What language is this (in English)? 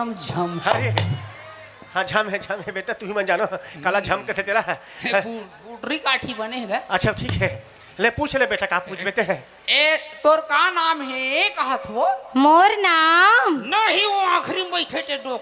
Chhattisgarhi